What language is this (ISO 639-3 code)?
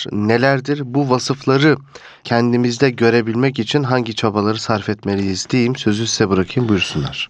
tur